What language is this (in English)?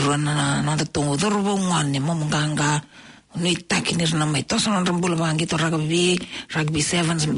Fijian